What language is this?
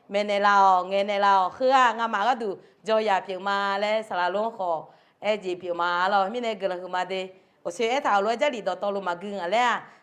Akha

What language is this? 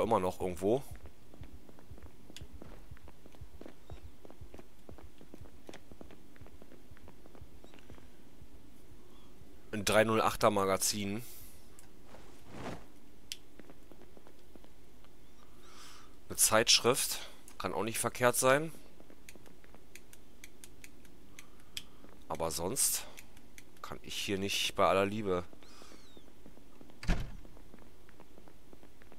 German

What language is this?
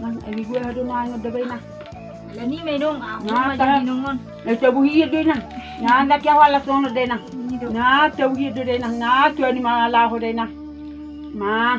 Batak Toba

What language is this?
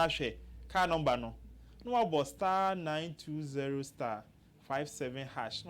Akan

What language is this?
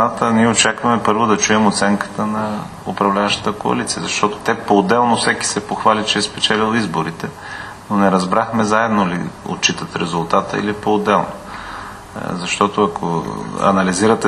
Bulgarian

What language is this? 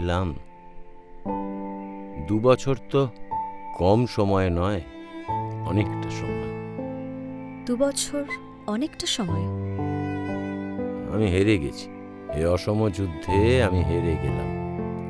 Bangla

